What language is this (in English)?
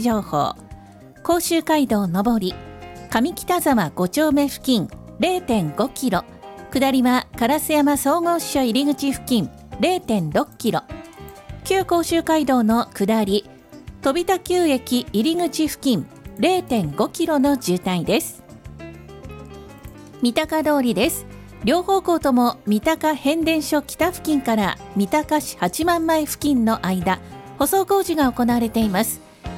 Japanese